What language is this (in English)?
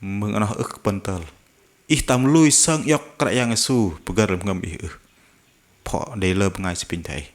Bahnar